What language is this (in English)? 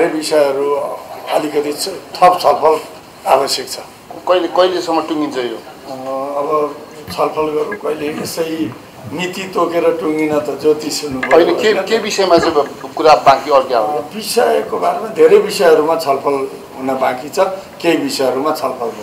Nepali